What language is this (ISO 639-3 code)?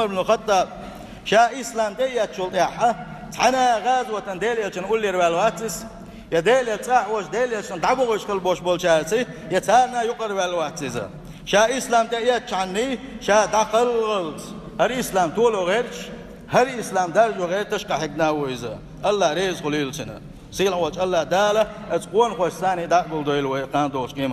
che